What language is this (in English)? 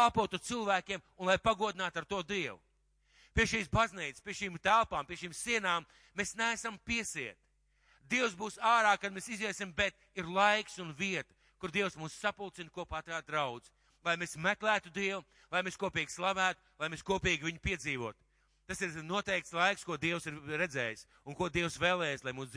Latvian